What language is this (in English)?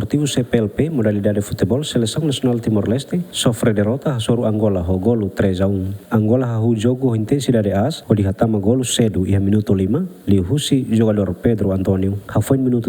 Tetum